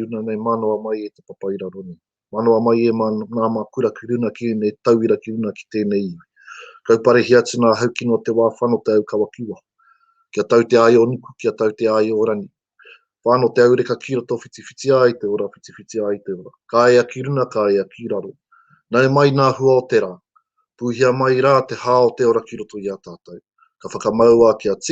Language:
Māori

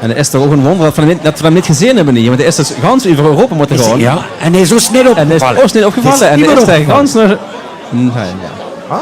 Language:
Limburgish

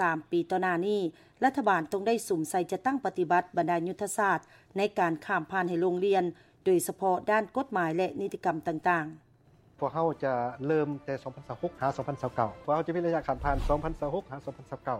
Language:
Lao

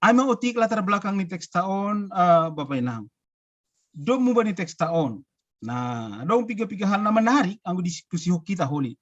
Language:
Batak Simalungun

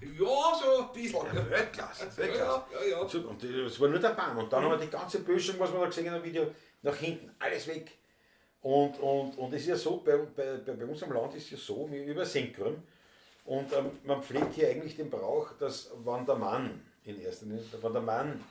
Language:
Bavarian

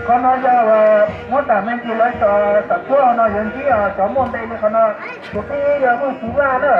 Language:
Hmong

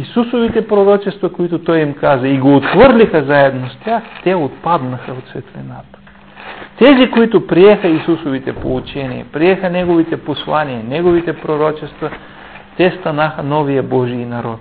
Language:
Bulgarian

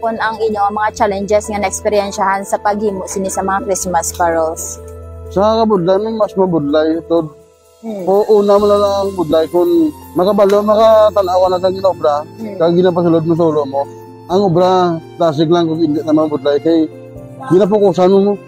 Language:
Hiligaynon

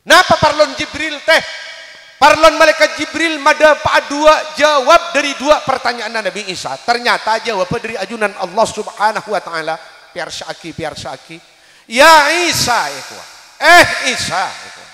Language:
Madurese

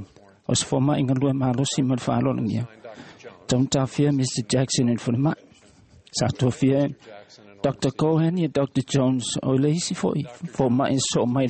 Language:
Samoan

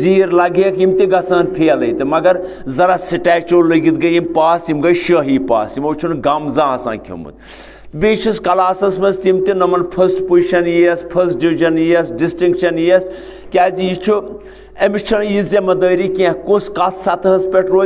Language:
Kashmiri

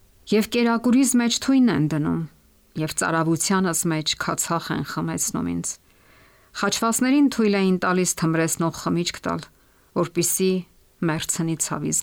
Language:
Armenian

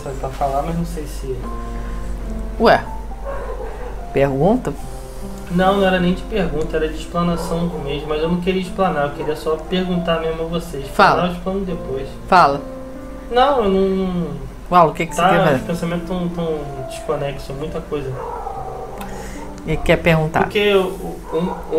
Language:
Portuguese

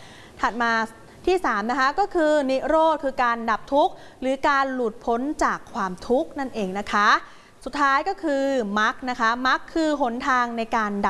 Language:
Thai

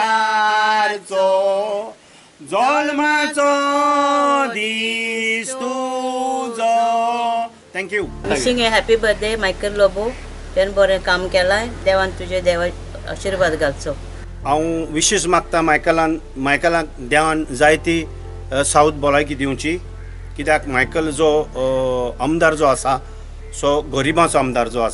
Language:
Konkani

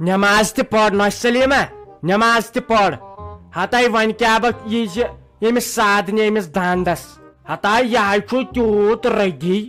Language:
Kashmiri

